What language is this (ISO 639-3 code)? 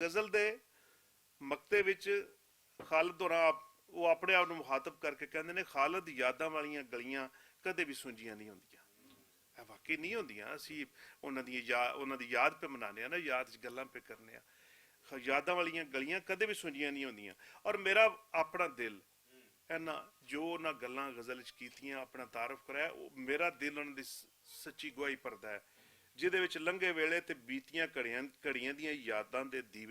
lah